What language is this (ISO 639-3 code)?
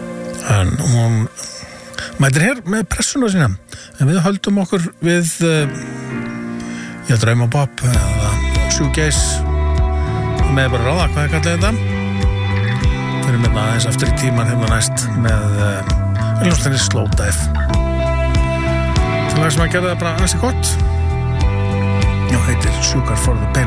isl